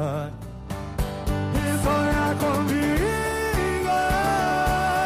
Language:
Portuguese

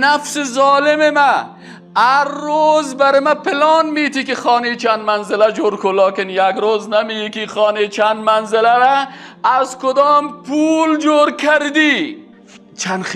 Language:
Persian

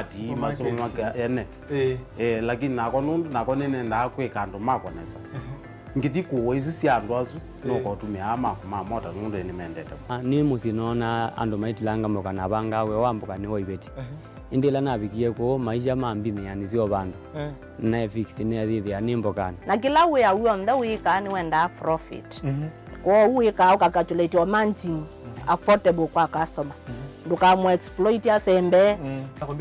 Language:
Kamba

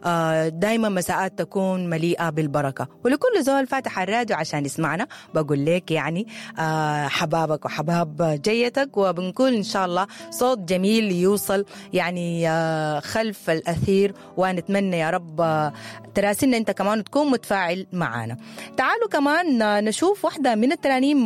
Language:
Sudanese Arabic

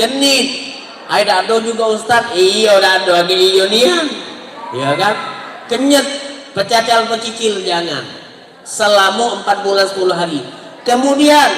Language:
Musi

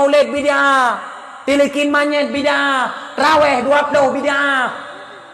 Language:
Achinese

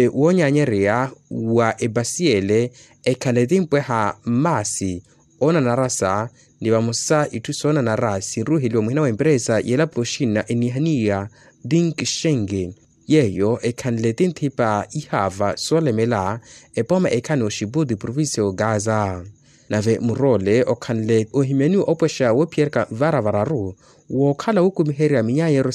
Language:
Makhuwa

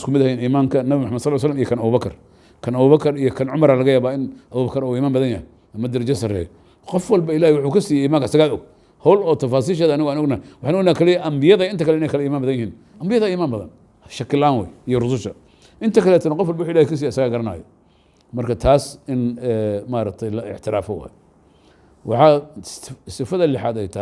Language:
Somali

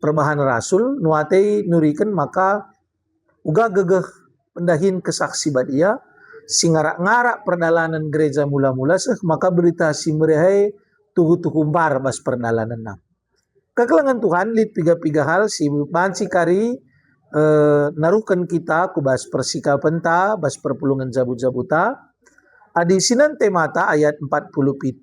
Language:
Batak Karo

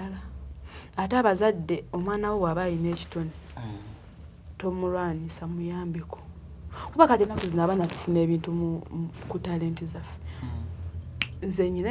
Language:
Ganda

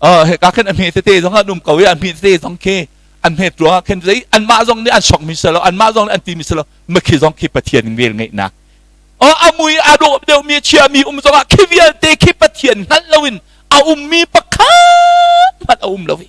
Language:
Hakha Chin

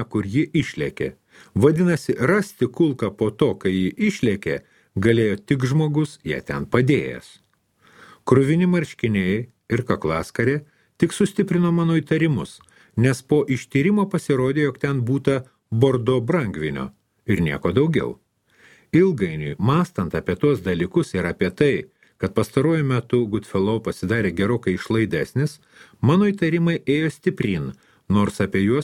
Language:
Lithuanian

